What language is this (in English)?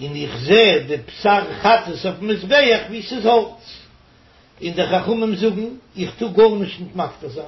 Yiddish